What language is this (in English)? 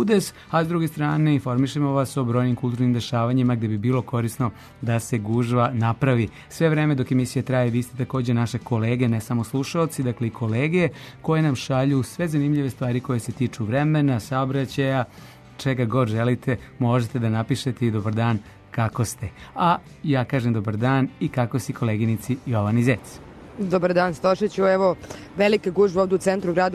Serbian